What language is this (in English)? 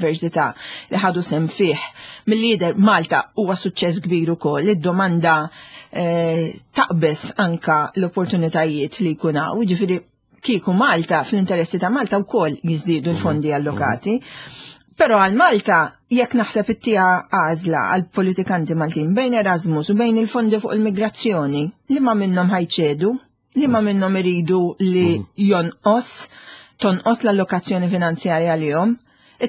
Maltese